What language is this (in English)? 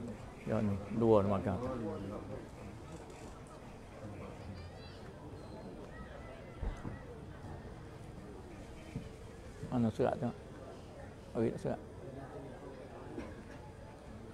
Malay